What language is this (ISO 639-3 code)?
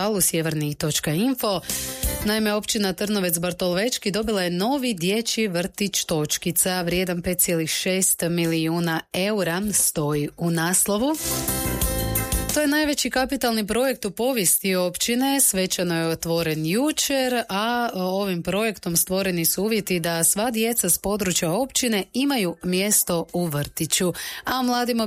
hrv